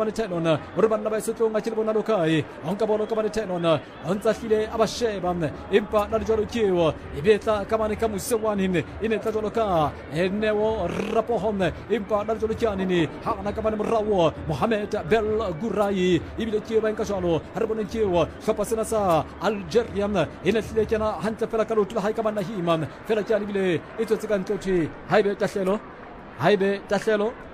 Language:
Southern Sotho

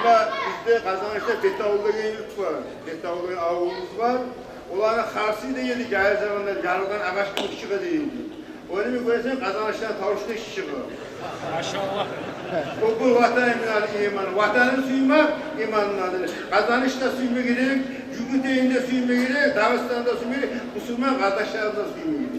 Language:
Kumyk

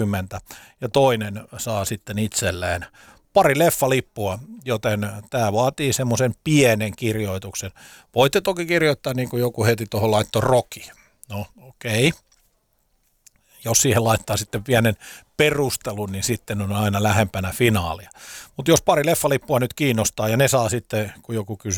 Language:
Finnish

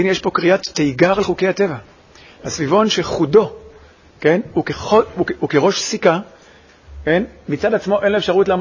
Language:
Hebrew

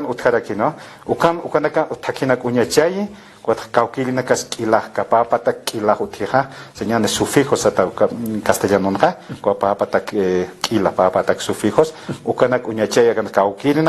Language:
Aymara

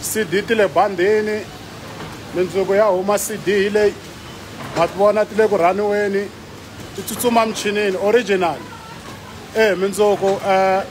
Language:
Tsonga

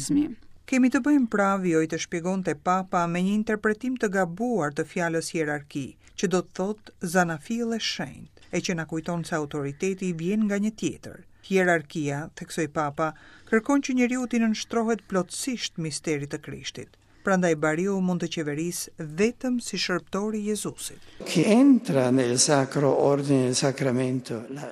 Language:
Albanian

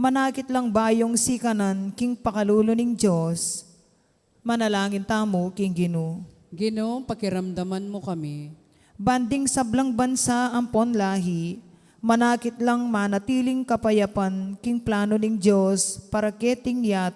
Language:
Pampanga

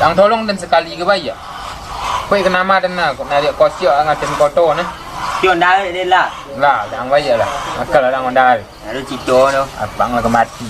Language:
Minangkabau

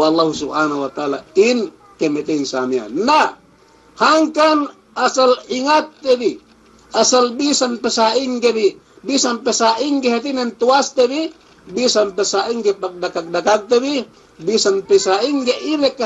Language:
Yakan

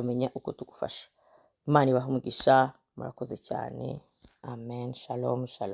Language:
Kinyarwanda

